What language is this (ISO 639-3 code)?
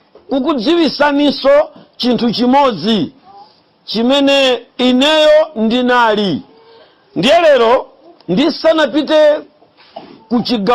nya